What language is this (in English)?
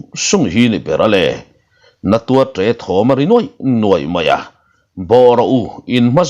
Mizo